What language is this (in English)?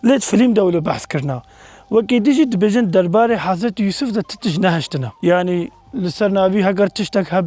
Kurdish